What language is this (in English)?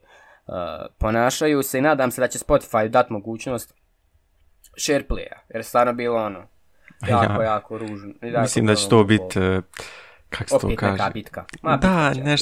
Bosnian